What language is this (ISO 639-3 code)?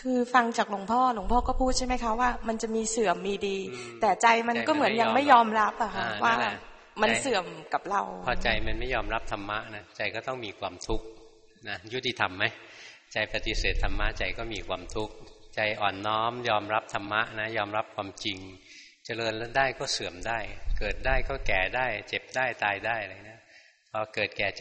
tha